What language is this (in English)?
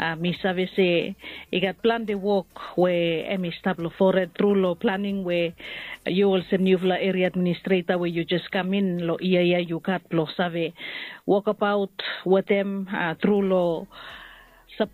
Bislama